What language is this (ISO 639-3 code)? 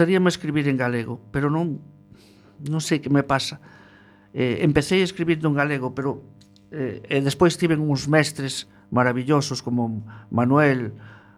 glg